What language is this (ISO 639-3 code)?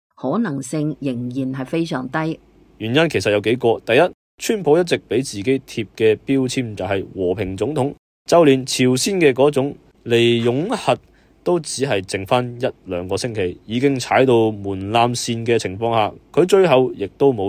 yue